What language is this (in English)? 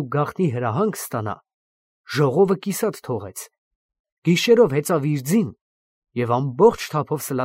Armenian